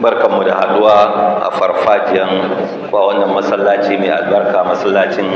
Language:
Hausa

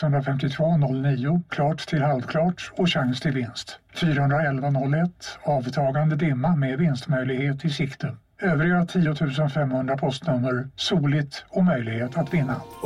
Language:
Swedish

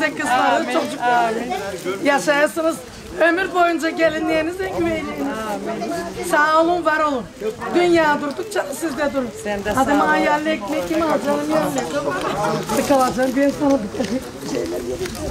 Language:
Turkish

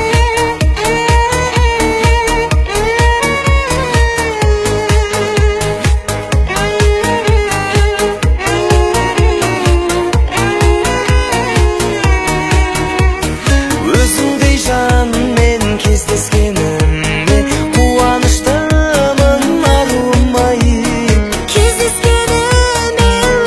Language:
Kazakh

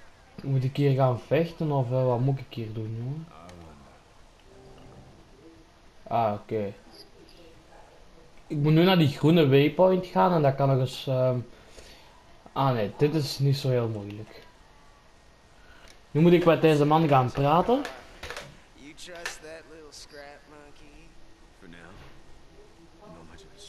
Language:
Dutch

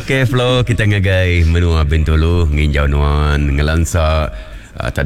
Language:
Iban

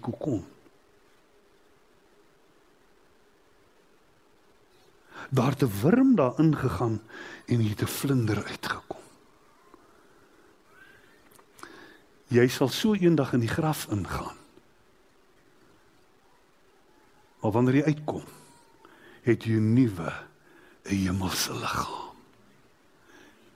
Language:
Afrikaans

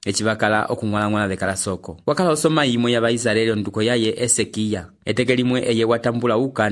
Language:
Umbundu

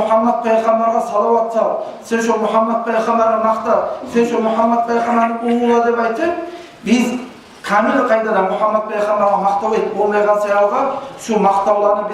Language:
Kumyk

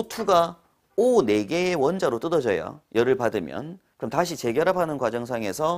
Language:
Korean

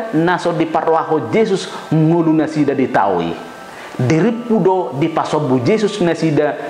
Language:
Batak Toba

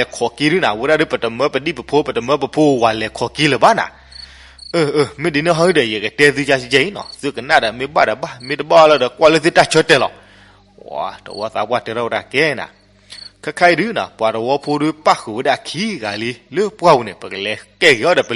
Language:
S'gaw Karen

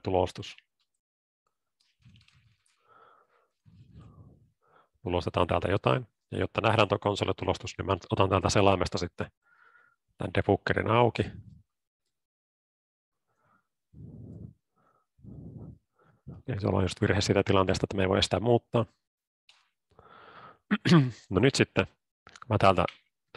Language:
Finnish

